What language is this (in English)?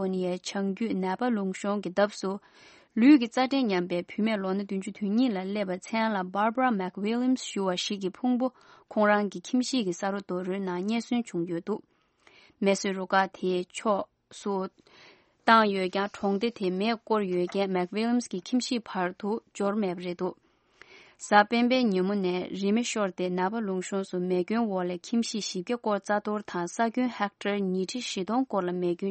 Tibetan